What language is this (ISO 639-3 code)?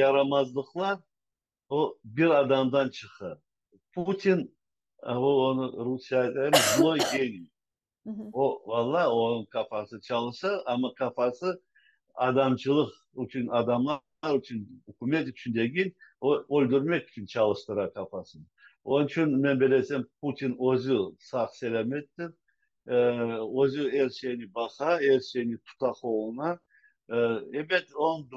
crh